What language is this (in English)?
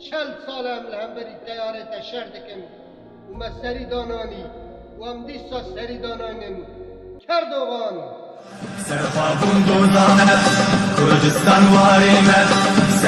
Kurdish